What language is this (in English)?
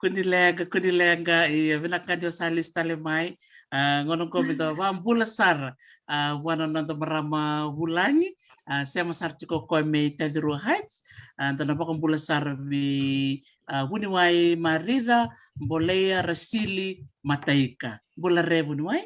Fijian